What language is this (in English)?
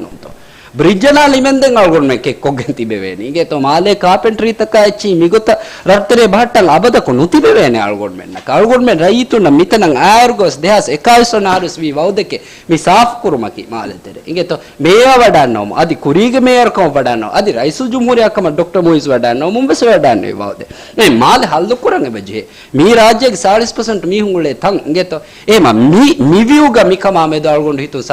Divehi